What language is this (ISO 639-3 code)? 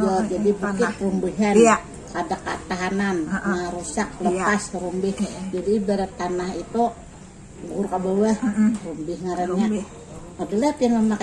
bjn